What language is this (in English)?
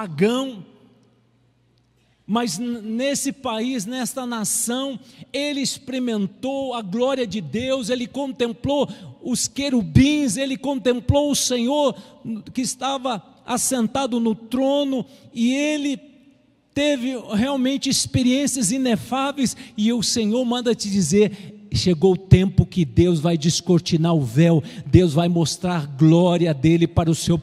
Portuguese